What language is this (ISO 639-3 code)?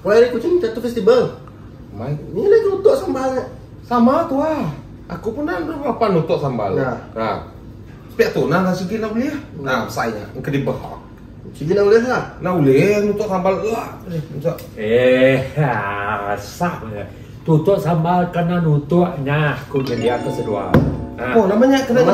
iba